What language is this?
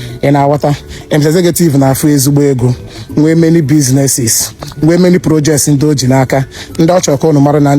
Igbo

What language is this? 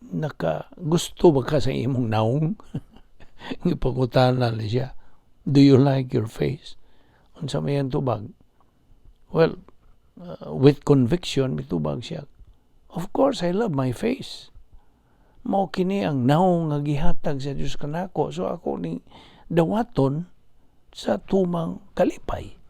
Cebuano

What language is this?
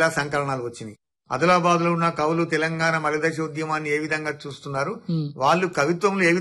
Telugu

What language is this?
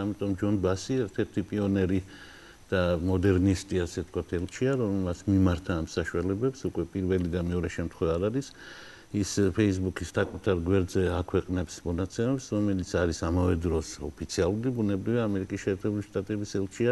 Georgian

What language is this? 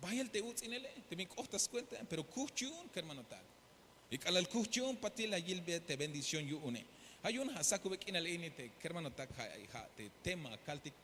Tzeltal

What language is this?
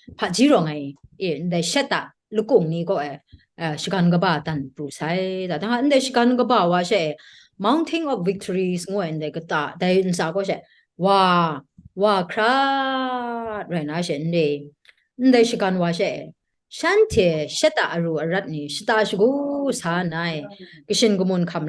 Kachin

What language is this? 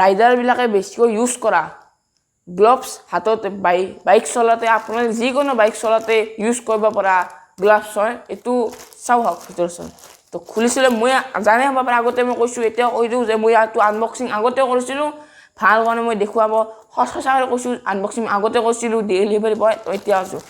Assamese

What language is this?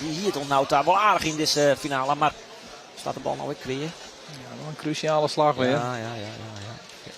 Western Frisian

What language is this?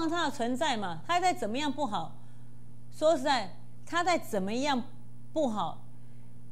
Chinese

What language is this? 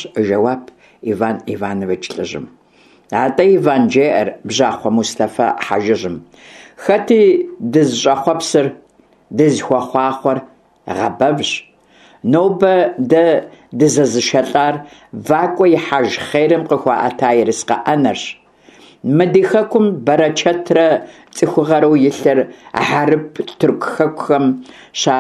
Kabardian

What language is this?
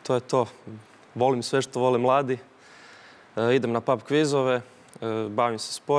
Croatian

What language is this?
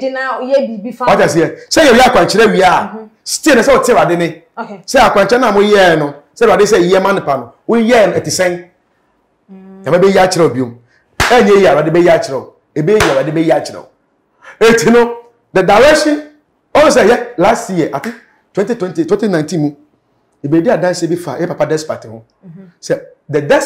Akan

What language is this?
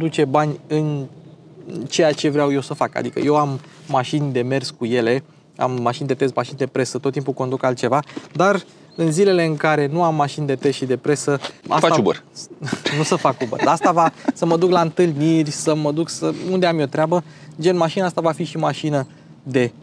Romanian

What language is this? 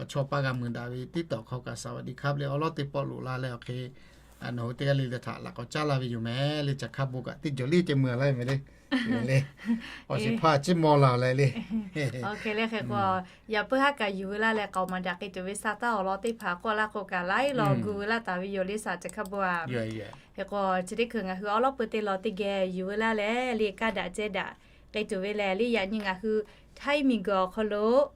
Lahu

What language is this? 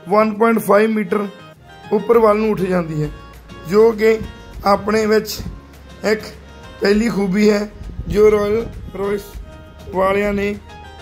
Punjabi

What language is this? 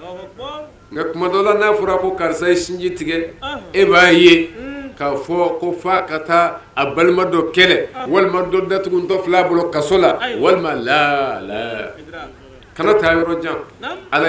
Bambara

